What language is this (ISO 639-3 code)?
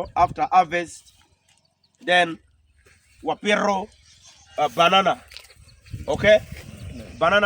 ach